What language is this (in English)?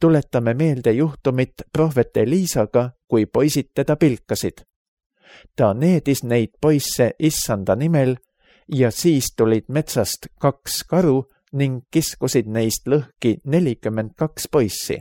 Estonian